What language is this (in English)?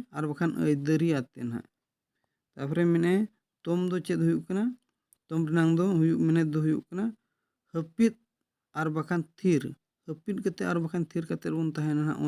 Santali